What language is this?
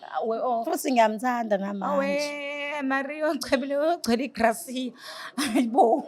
Zulu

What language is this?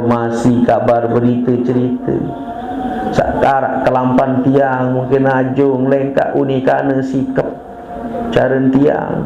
Sasak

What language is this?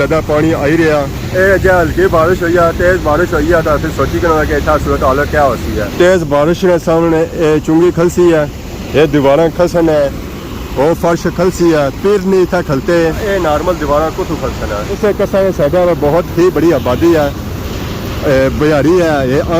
Pahari-Potwari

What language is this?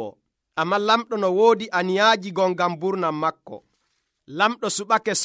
Nigerian Fulfulde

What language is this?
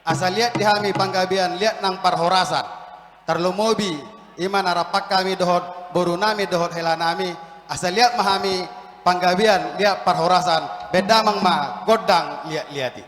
Batak Toba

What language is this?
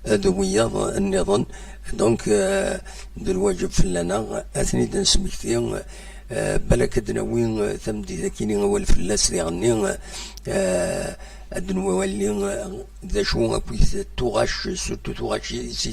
Kabyle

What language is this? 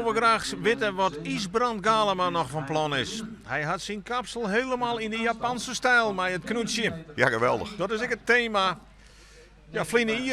Western Frisian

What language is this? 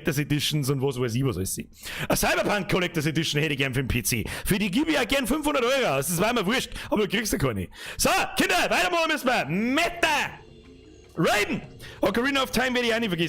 Bavarian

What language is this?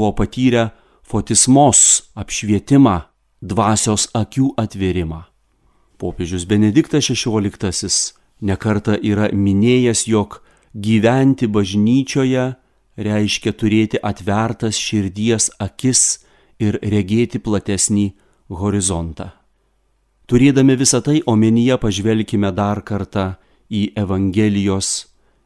Lithuanian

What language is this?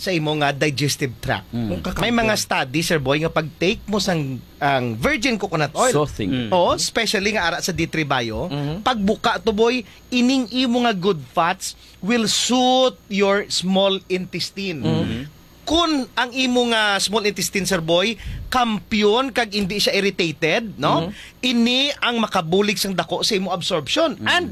Hiligaynon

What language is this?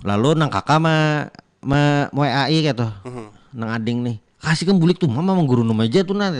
Banjar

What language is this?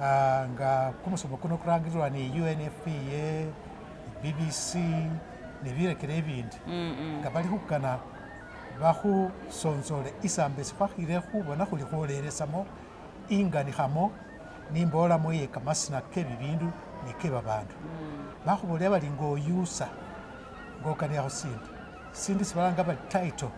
Masaaba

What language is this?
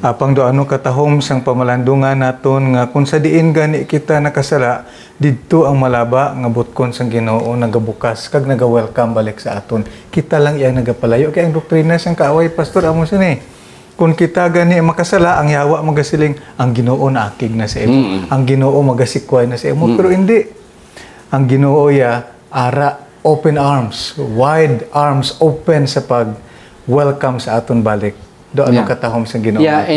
Hiligaynon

